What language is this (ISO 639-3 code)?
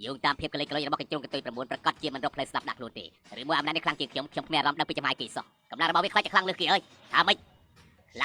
khm